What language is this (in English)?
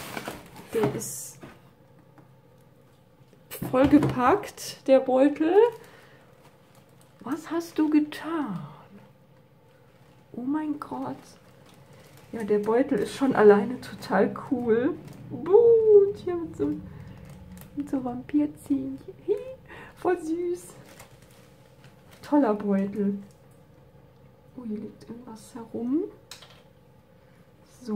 German